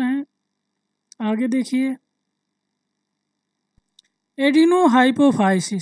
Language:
Hindi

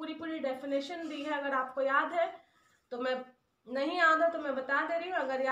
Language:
Hindi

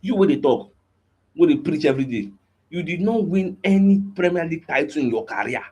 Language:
Nigerian Pidgin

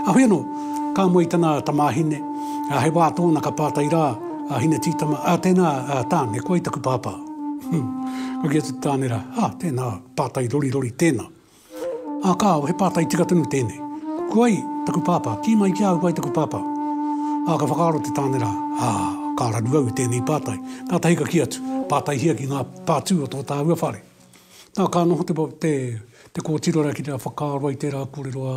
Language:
Māori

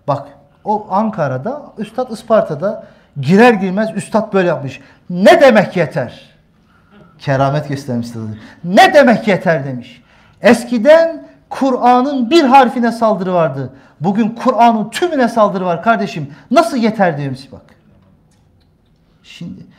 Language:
Turkish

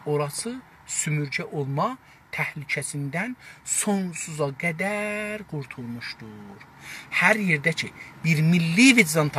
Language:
South Azerbaijani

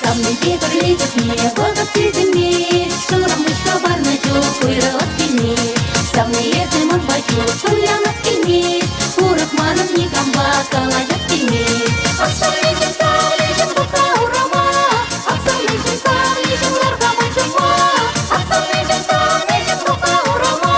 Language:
Chuvash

